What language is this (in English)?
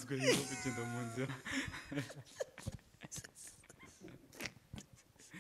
Kinyarwanda